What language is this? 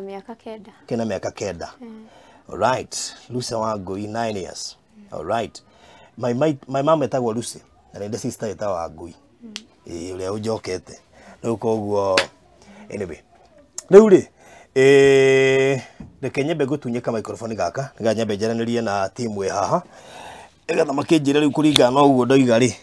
Kikuyu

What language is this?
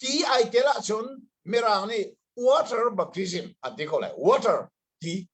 Hakha Chin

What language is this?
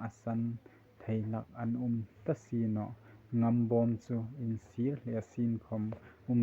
Hmar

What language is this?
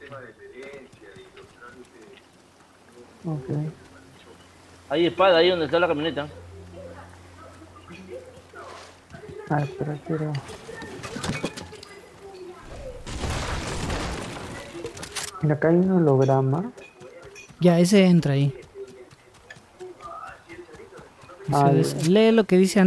Spanish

